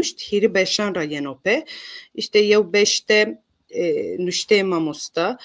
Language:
Zaza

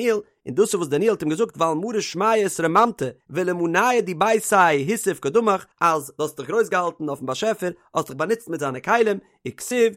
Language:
Yiddish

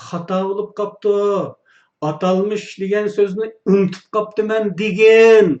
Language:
Uyghur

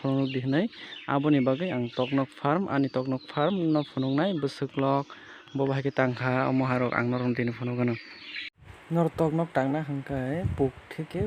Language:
Kok Borok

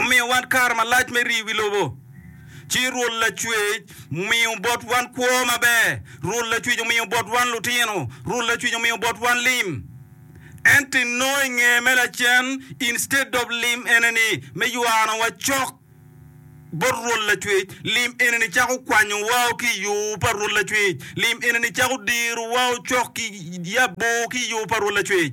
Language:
Acoli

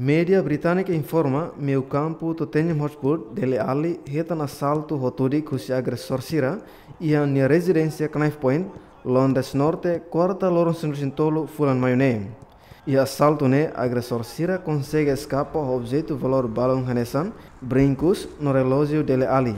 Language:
Tetum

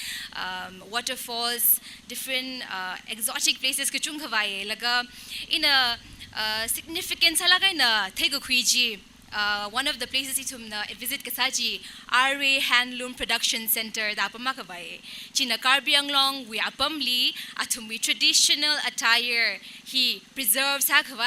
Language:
Tangkhul Naga (India)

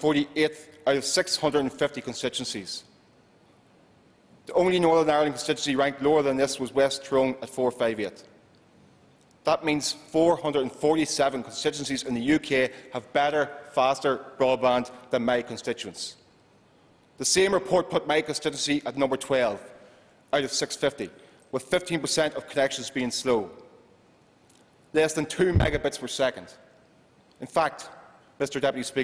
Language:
English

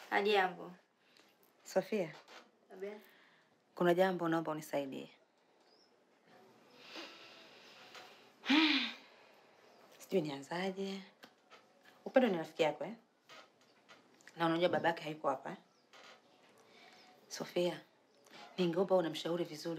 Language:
Swahili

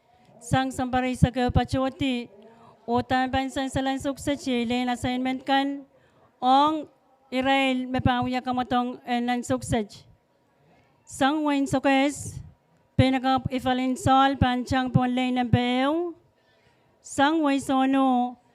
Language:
Pohnpeian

